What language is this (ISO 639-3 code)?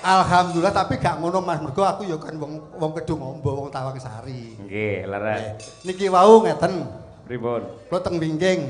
jav